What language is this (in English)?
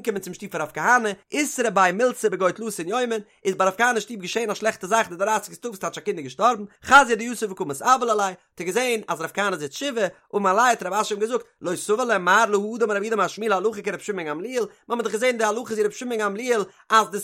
Yiddish